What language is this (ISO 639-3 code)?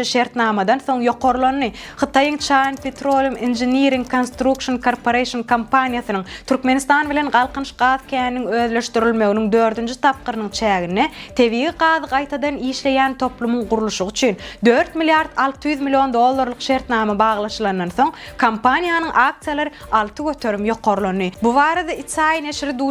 tuk